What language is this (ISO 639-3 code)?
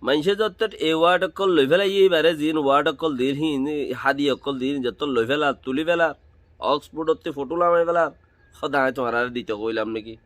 rhg